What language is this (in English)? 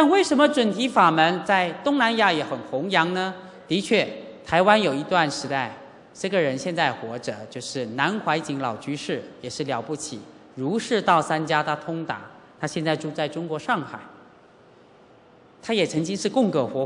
Chinese